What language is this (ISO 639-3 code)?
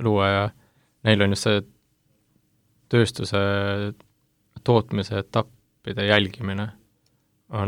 est